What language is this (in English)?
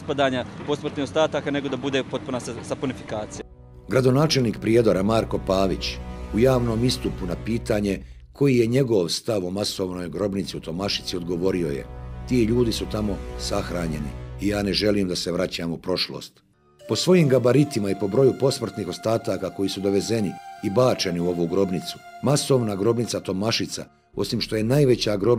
Bosnian